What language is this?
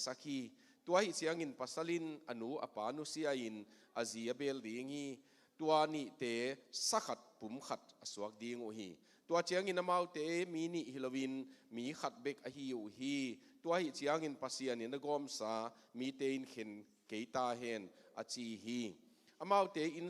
Tedim Chin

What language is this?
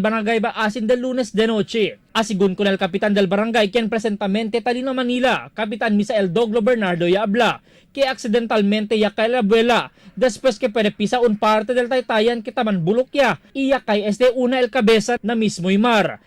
Chavacano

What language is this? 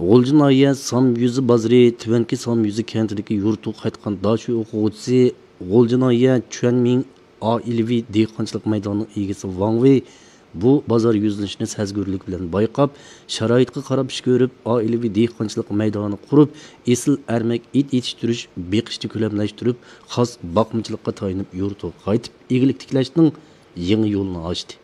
Uyghur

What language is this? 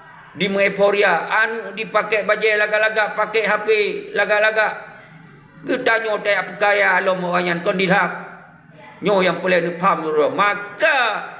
Achinese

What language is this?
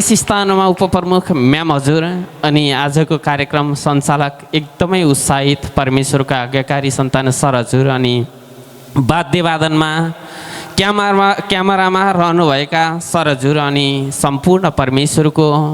Nepali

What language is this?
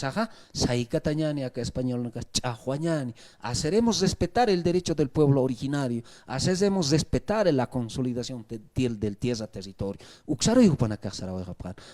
Aymara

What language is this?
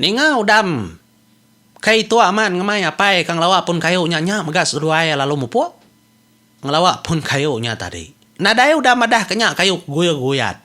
Iban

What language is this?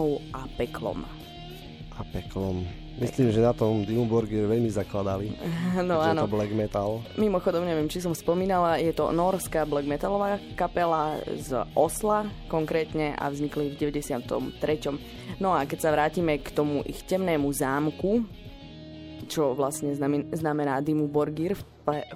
Slovak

